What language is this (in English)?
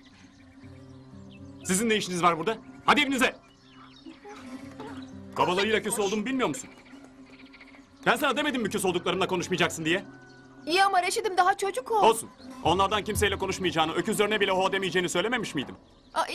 Turkish